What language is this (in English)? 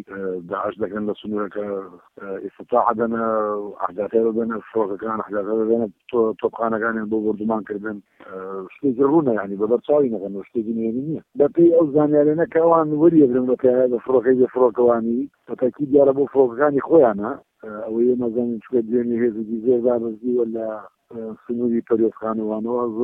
Central Kurdish